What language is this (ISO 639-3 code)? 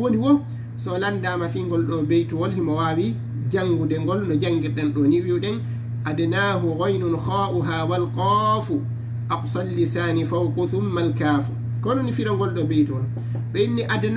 ful